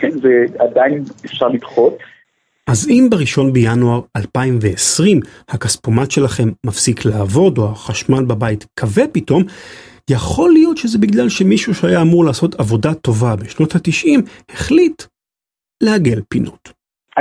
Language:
Hebrew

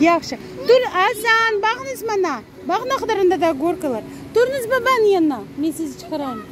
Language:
Crimean Tatar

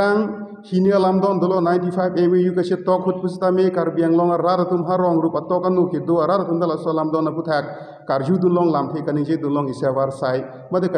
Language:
Karbi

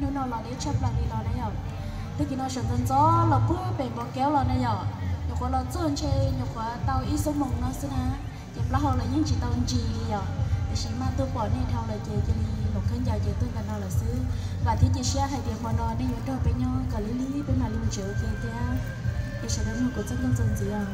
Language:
Hmong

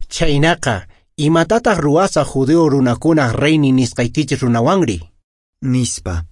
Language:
Quechua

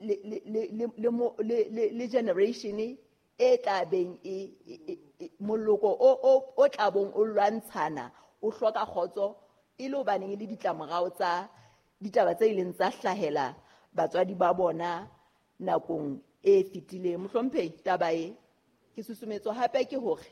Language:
Southern Sotho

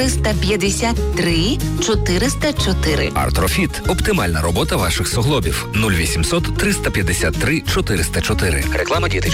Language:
Ukrainian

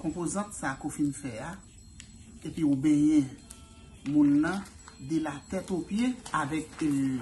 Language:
Haitian Creole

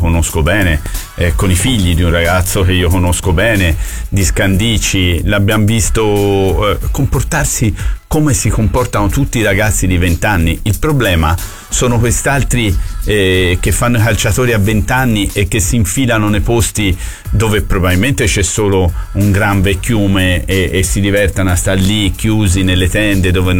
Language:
Italian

